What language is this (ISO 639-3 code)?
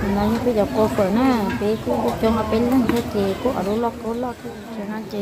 hmn